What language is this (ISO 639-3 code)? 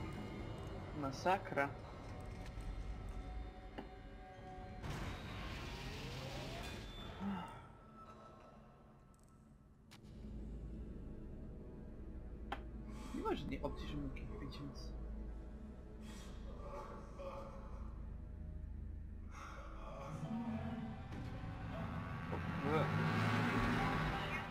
pol